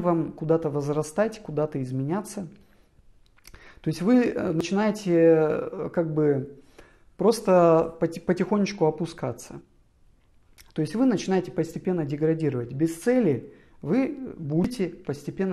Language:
Russian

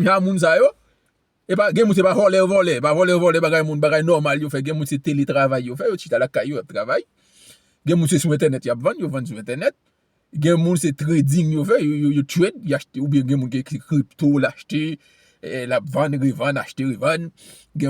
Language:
Haitian Creole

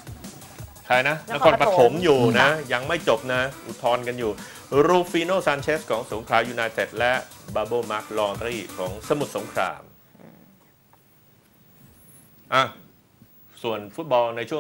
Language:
Thai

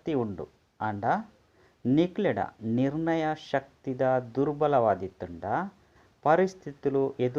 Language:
Tulu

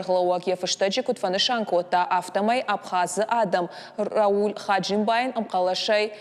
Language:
Ossetic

